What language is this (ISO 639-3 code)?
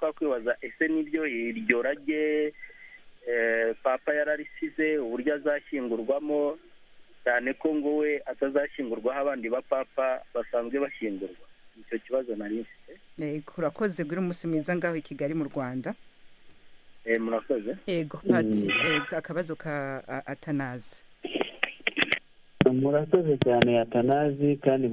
kin